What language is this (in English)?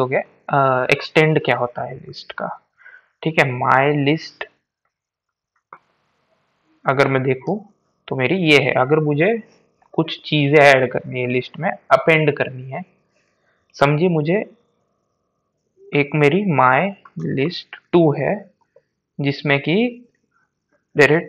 Hindi